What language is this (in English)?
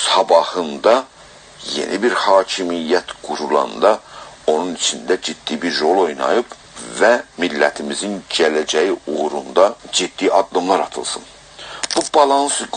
South Azerbaijani